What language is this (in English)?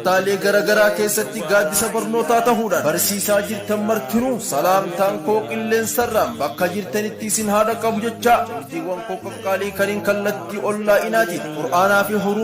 Oromo